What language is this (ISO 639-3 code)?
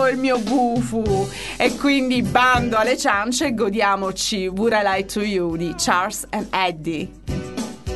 ita